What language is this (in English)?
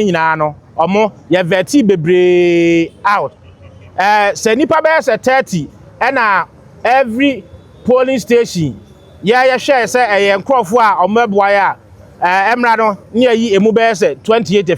Akan